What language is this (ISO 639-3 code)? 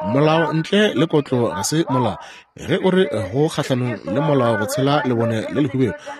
nso